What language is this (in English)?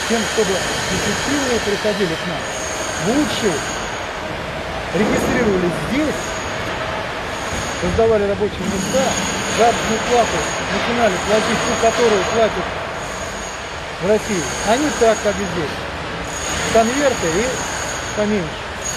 Russian